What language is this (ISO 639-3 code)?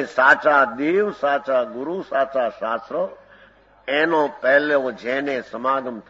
guj